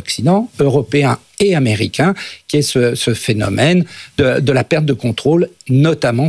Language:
French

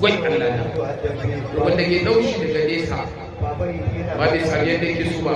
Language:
Hausa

